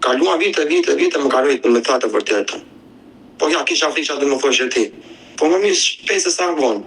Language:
Albanian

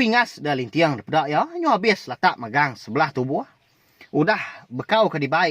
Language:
Iban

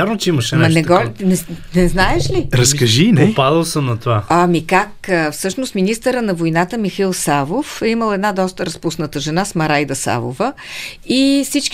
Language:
Bulgarian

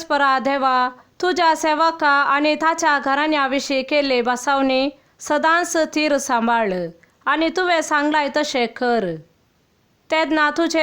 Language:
Konkani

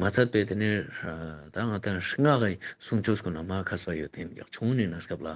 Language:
Ladakhi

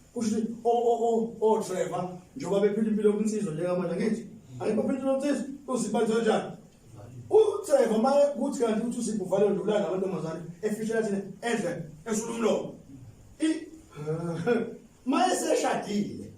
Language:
Zulu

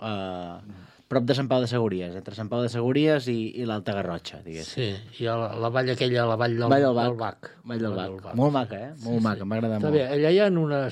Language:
Catalan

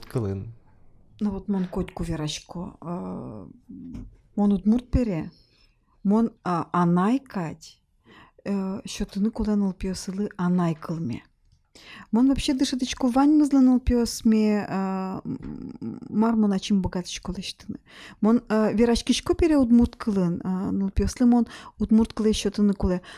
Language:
Udmurt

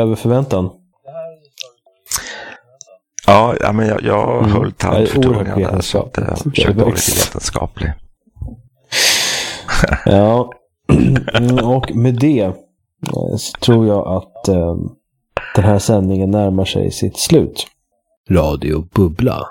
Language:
Swedish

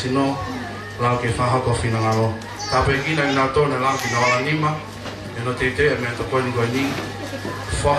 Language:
Tongan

